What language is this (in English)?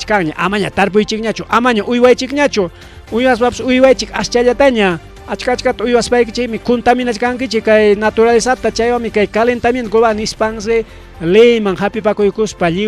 Ayacucho Quechua